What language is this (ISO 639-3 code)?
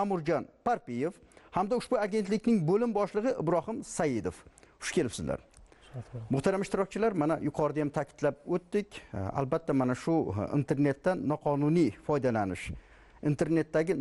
uzb